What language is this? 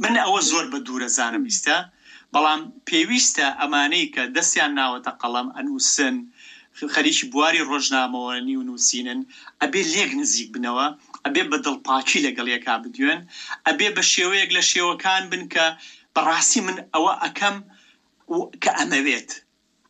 Central Kurdish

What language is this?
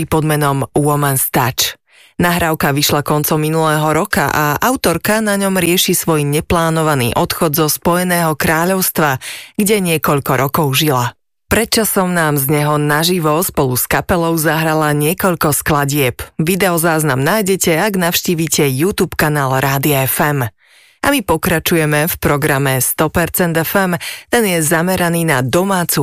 Slovak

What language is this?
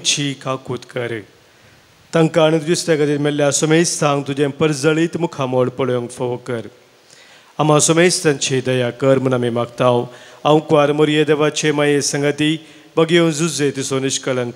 Konkani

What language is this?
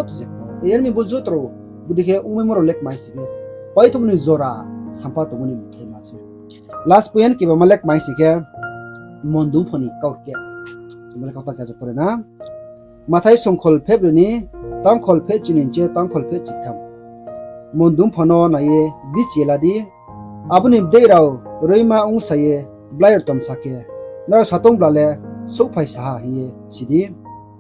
Riang (India)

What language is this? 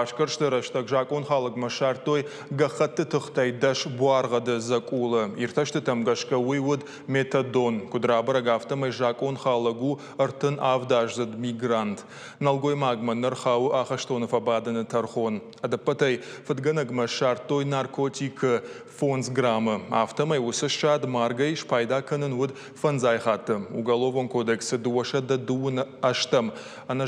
Ossetic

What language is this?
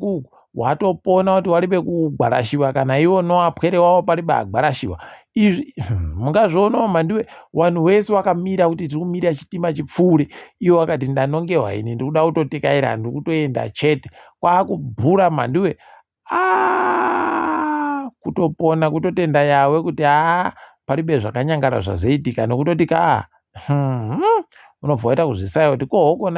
Ndau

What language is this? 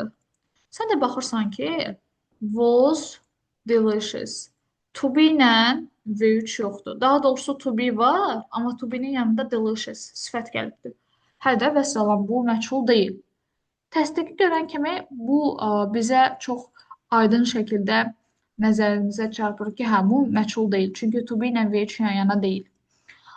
Azerbaijani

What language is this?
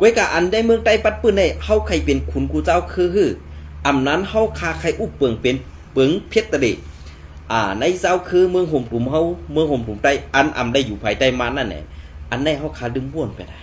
Shan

